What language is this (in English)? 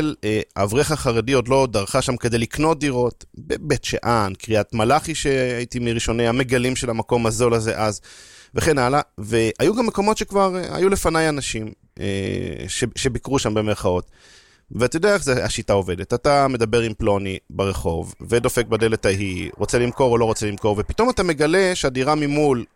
Hebrew